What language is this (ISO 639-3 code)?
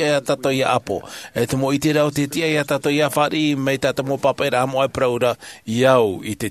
tah